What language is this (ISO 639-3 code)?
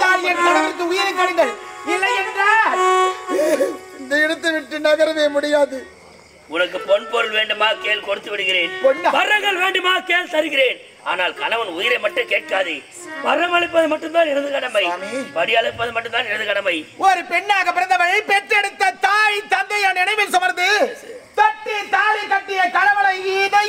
tam